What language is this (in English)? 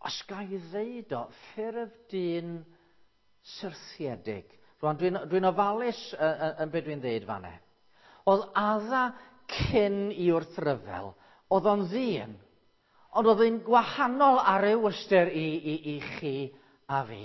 Welsh